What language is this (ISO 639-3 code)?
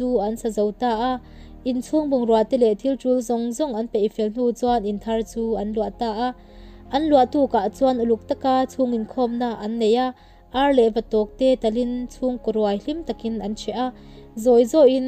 lus